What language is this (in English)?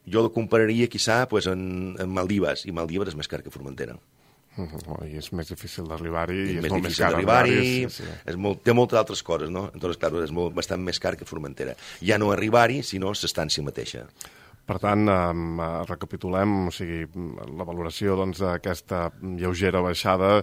Catalan